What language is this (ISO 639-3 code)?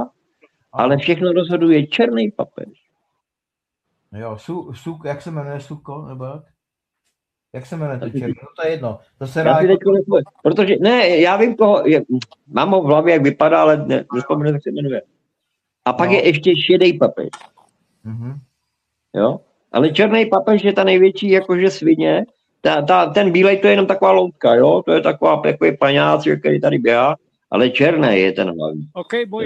ces